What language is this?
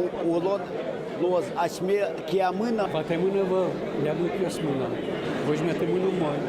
Udmurt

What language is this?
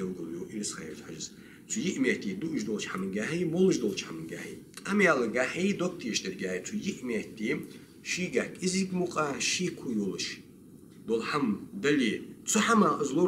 Ingush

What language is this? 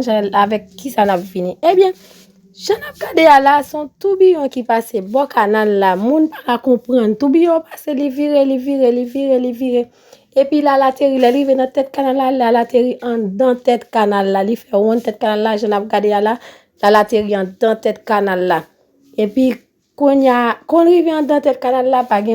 Haitian Creole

